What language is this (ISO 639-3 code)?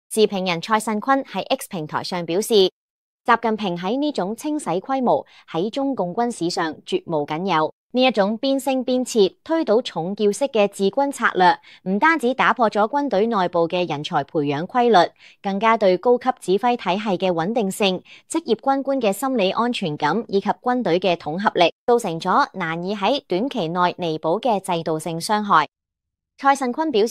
yue